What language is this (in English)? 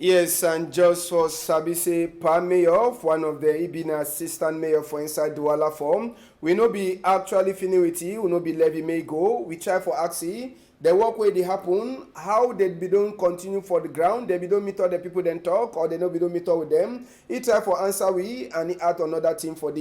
Cameroon Pidgin